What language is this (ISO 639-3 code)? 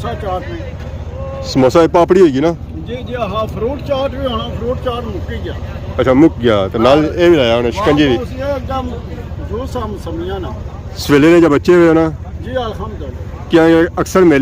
phr